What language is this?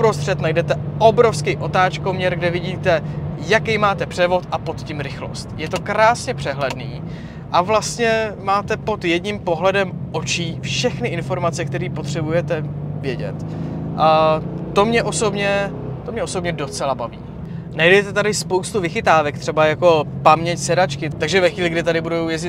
Czech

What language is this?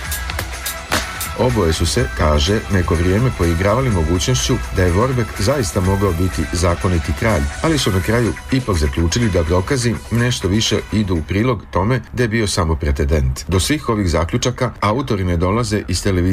Serbian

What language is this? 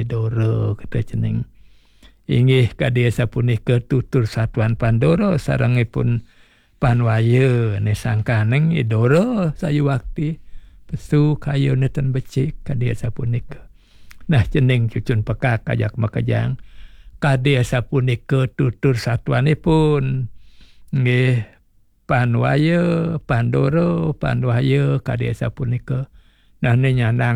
Balinese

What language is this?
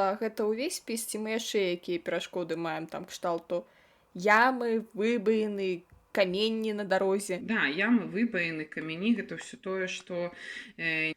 Belarusian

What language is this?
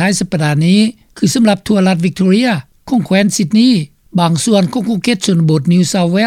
Lao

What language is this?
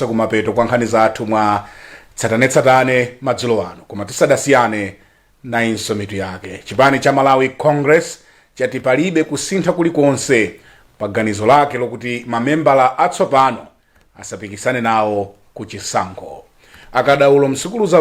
Nyanja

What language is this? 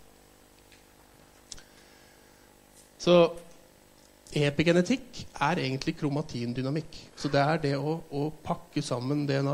Norwegian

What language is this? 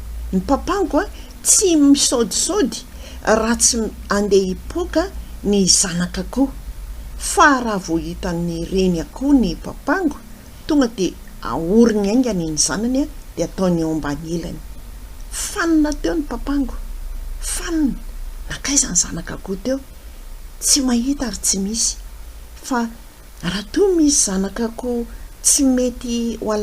Malagasy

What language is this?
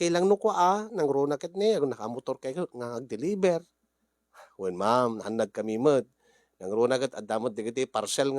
Iloko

